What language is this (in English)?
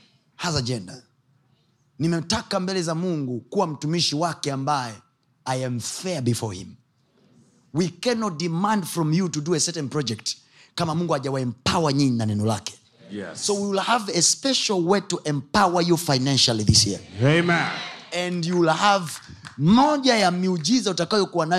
Swahili